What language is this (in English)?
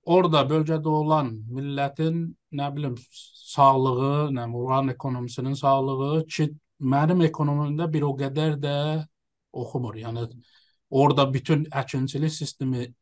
South Azerbaijani